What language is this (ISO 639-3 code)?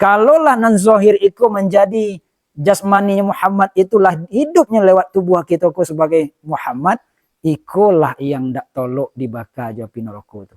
min